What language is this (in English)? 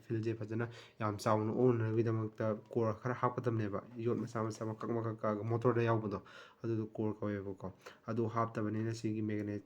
Manipuri